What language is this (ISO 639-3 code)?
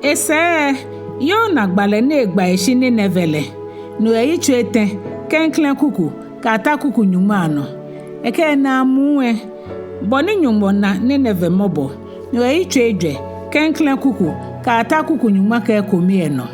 gaa